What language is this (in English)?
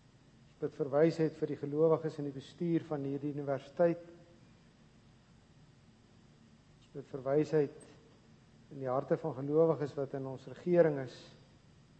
Afrikaans